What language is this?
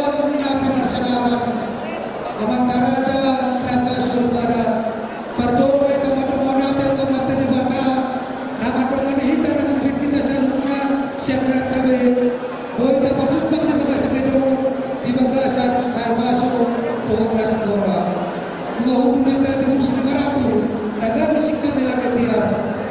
Batak Toba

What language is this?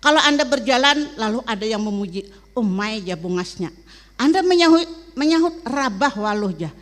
Banjar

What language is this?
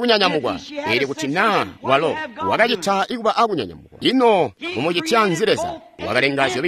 Tonga (Zambia)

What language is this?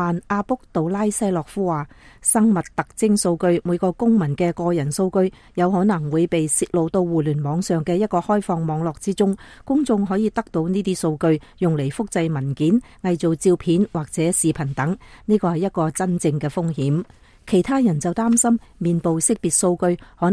Cantonese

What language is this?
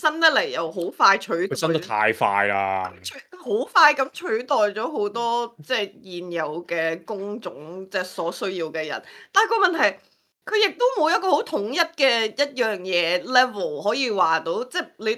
Cantonese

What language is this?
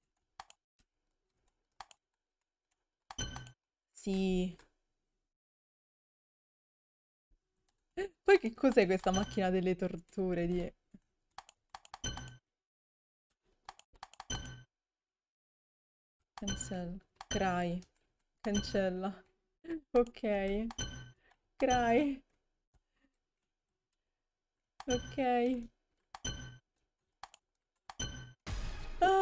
Italian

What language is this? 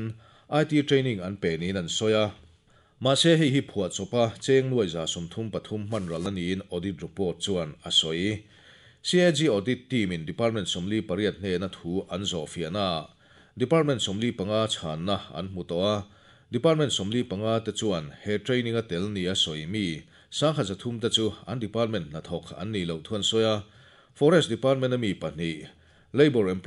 Mizo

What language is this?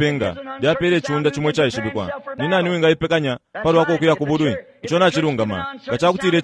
Bemba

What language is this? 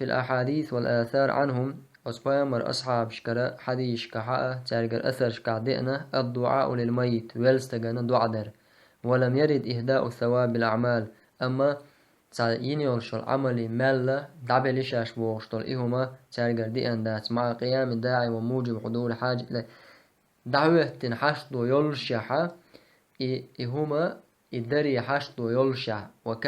Chechen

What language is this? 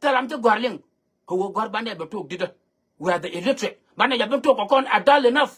Nuer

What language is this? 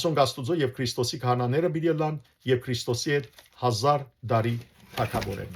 Western Armenian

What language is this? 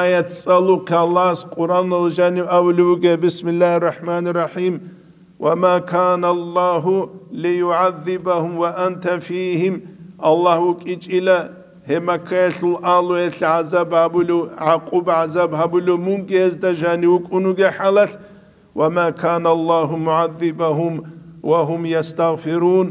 Avaric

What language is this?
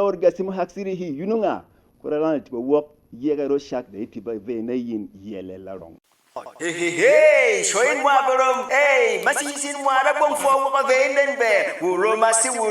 Berom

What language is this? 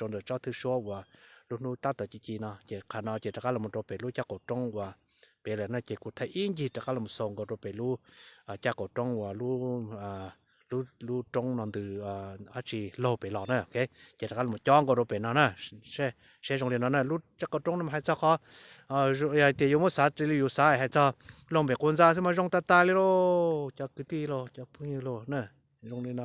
Hmong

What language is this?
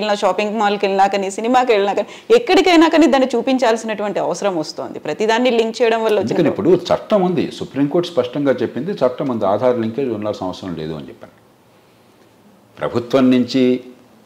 Telugu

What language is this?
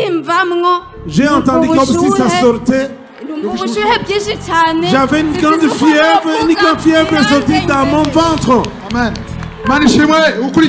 Kinyarwanda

